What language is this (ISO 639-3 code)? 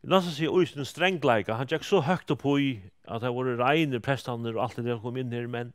fao